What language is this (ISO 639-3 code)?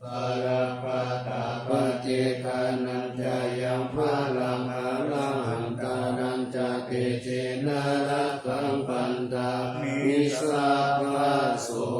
pli